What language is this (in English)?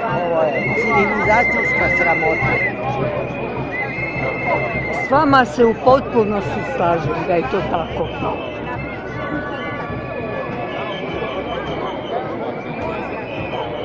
Croatian